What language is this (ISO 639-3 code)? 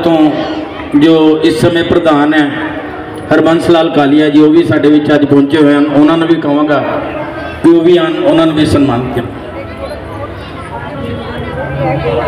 hin